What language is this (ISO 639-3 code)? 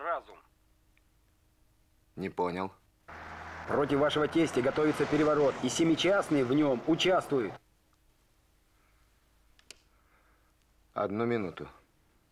rus